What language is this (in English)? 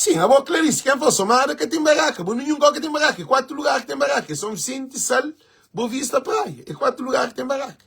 Kabuverdianu